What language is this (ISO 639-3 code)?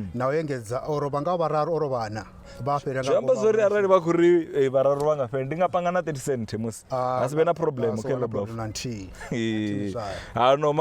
ven